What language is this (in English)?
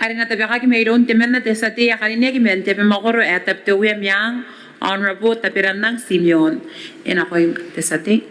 Gilbertese